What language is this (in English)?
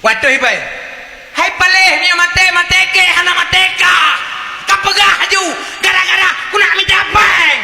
Achinese